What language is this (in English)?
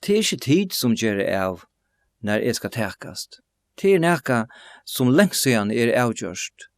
Faroese